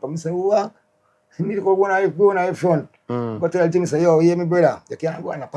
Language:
Jamaican Creole English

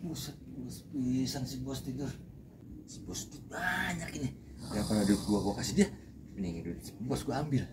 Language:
Betawi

